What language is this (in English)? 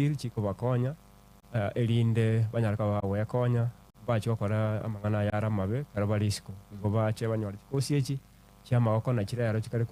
Gusii